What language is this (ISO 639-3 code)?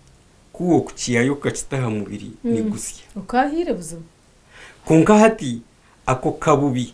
nyn